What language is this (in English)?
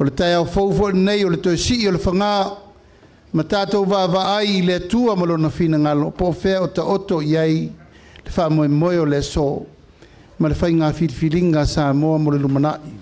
Samoan